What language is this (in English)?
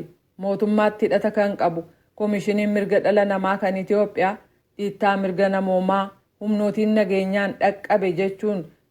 Oromo